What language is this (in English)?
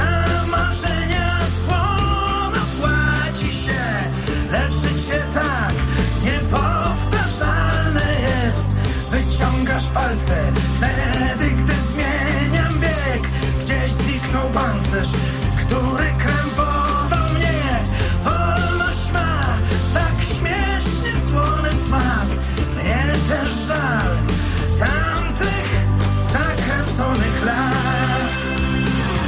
Polish